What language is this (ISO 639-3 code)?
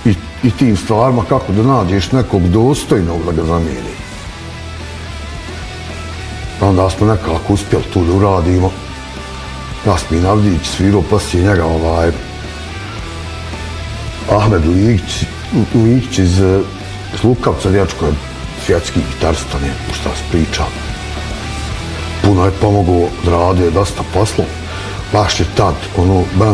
bos